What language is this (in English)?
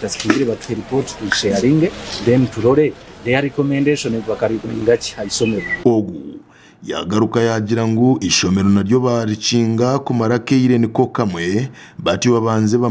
Nyankole